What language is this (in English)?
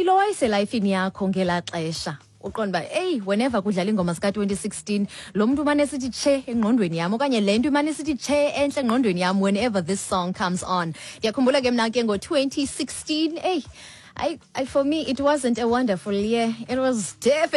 Xhosa